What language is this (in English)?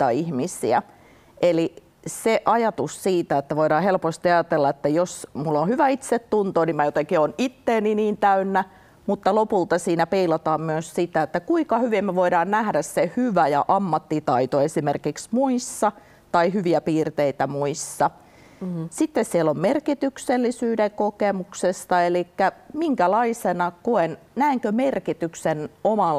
Finnish